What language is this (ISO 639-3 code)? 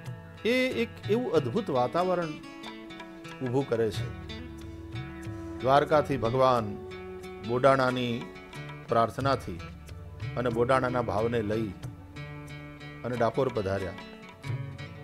guj